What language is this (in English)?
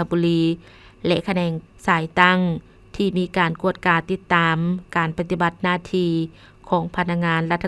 Lao